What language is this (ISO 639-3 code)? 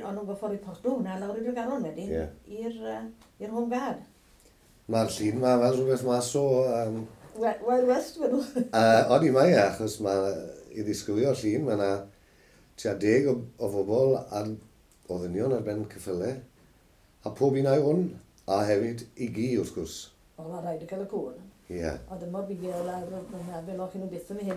cym